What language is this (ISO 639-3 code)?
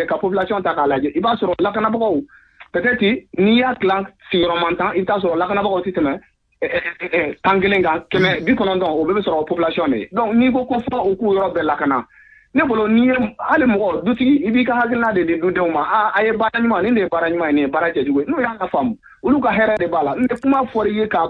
bam